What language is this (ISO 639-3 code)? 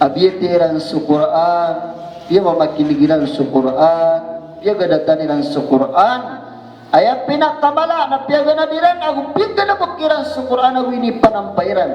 mrw